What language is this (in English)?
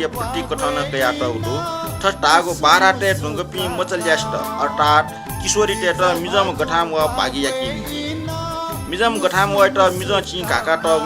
Newari